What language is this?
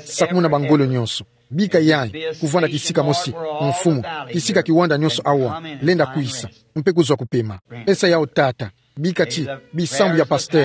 Kituba (Democratic Republic of Congo)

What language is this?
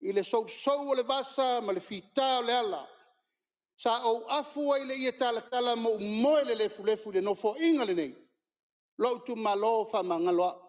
Samoan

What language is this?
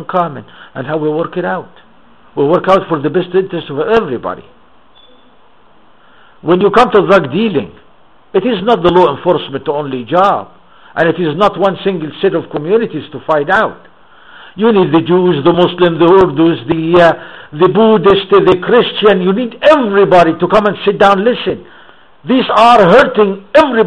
English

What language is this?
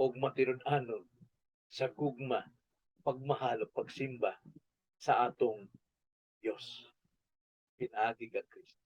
Cebuano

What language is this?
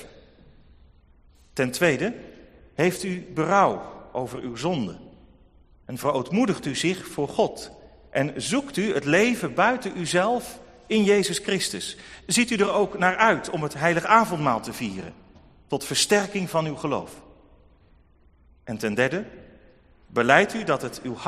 Dutch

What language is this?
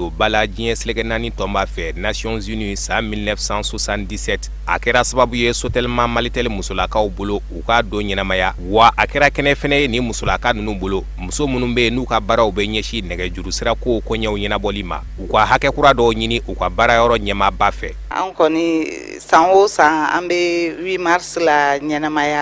Bambara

